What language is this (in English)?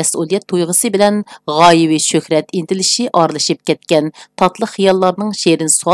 Uyghur